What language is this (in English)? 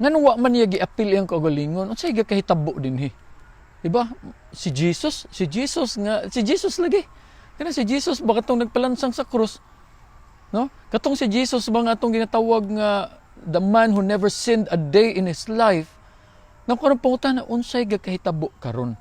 Cebuano